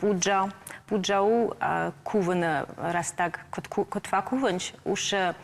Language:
Ossetic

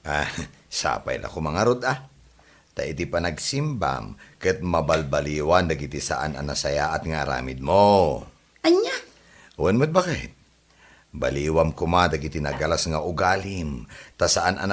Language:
Iloko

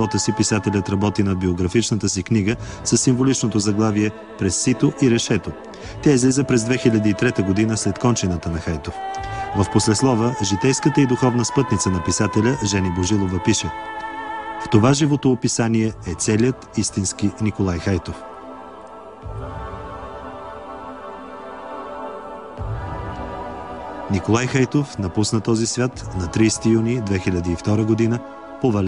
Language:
Bulgarian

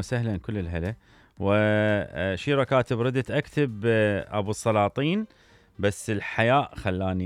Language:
Mesopotamian Arabic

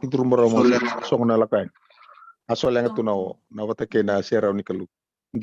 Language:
Fijian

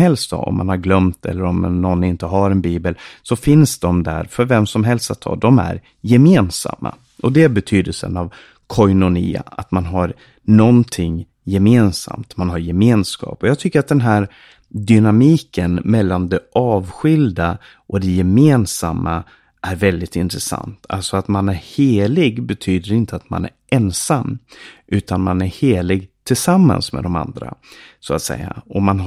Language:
Swedish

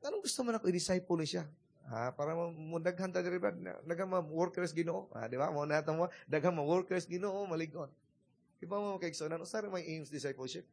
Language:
Cebuano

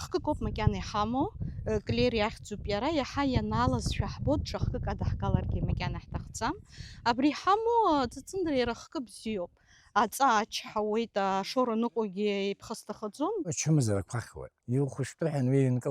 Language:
Abkhazian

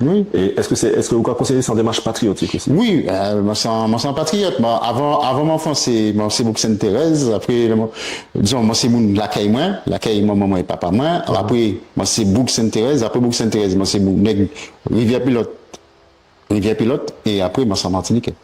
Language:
Guadeloupean Creole French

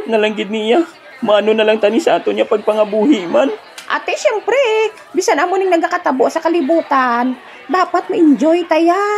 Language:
Hiligaynon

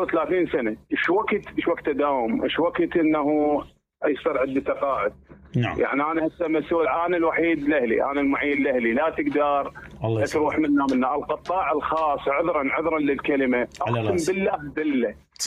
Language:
Mesopotamian Arabic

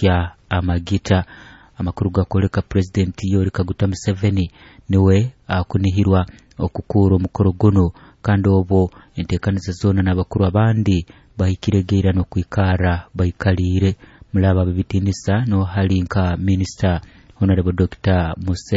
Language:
Nyoro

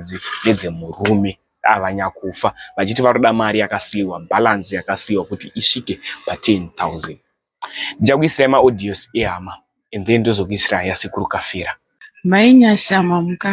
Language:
Shona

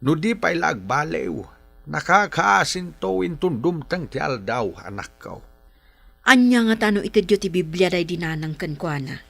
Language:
Iloko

